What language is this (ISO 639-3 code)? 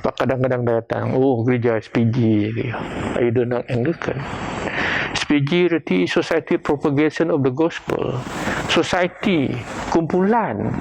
bth